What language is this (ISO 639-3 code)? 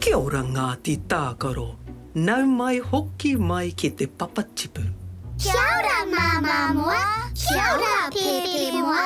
mri